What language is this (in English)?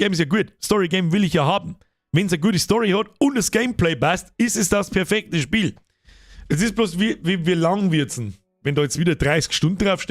Bavarian